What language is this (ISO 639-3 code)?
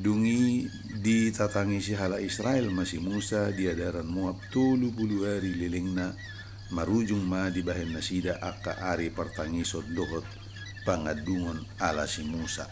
bbc